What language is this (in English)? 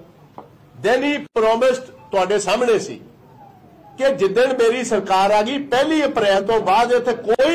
Punjabi